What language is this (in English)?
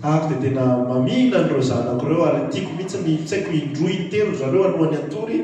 Malagasy